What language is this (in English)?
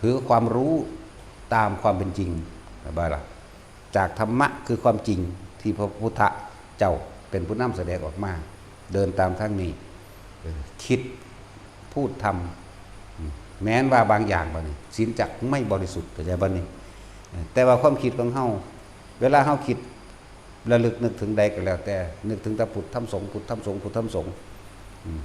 Northeastern Thai